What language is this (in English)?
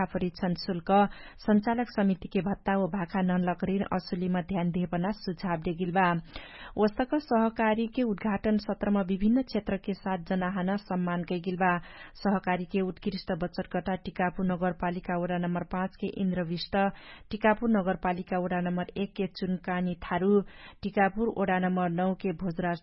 Dangaura Tharu